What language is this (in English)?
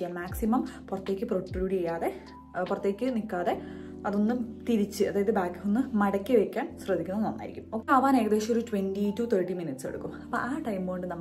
Malayalam